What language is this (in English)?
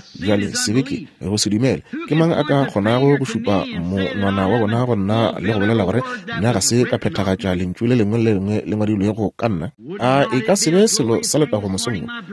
Northern Sotho